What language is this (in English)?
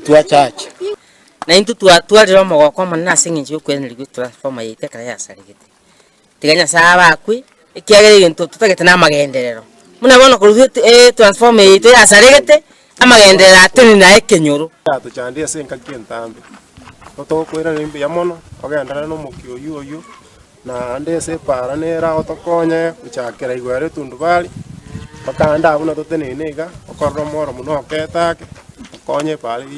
Gusii